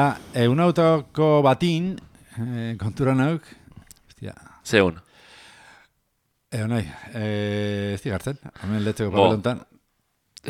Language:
Basque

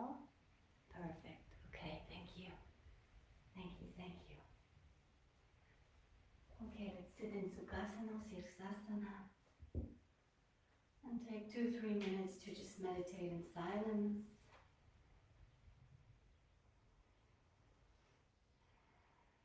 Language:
English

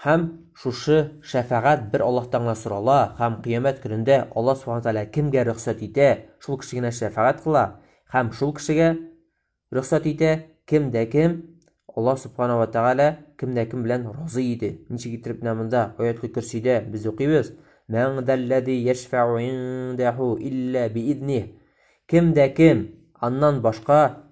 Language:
Tatar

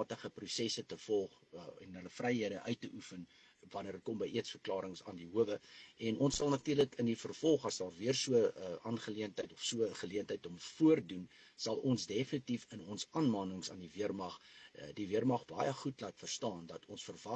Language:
Afrikaans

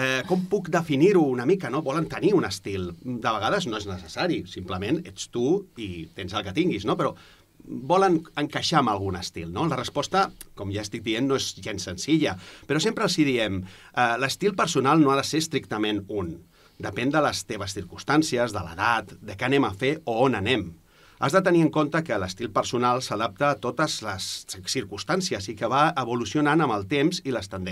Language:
Catalan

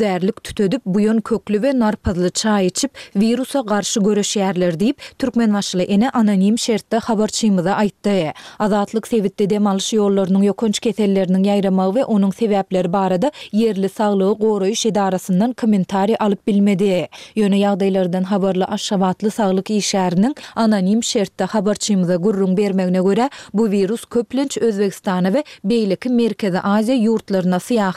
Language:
Turkmen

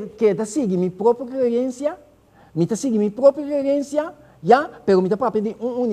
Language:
Papiamento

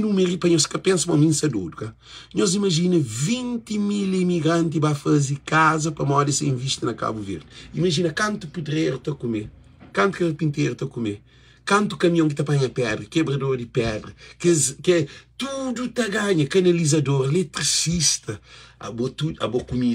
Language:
Kabuverdianu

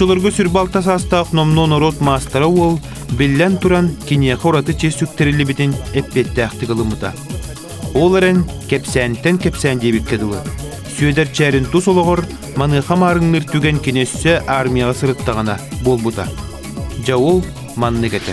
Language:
Yakut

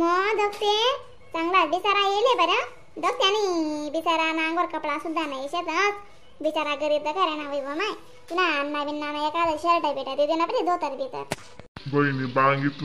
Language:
Khandesi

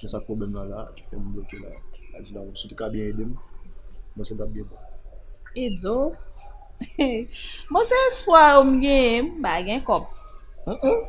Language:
Haitian Creole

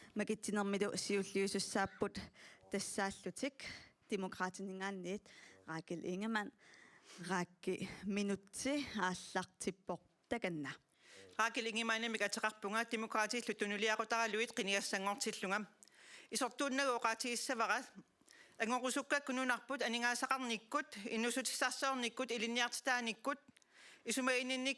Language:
Kalaallisut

